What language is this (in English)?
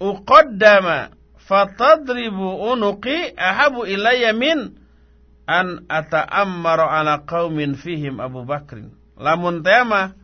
Sundanese